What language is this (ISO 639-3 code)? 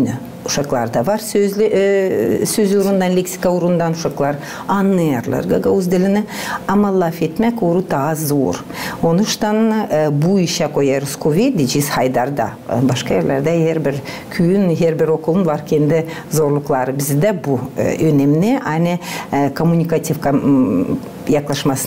gag